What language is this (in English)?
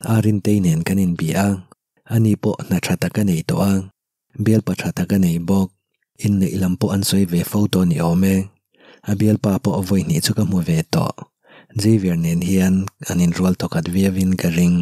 Mizo